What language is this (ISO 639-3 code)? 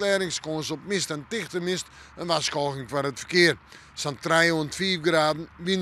fry